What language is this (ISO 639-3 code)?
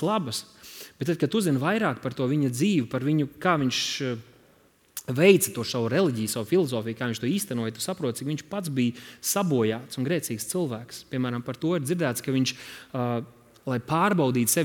lav